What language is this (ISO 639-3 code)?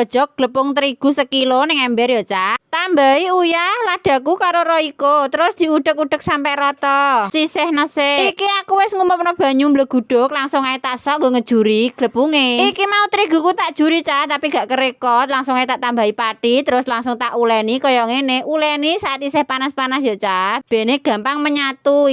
jav